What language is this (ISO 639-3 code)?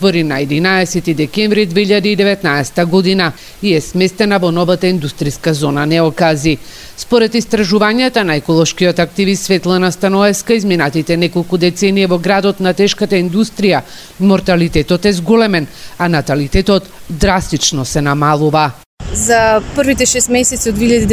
mkd